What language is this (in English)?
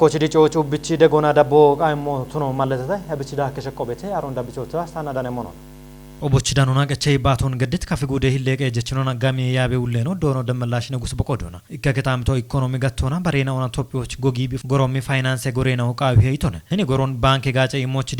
Kafa